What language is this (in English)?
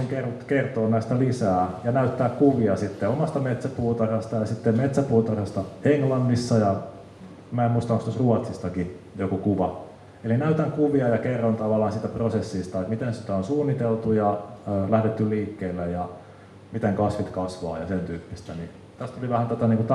Finnish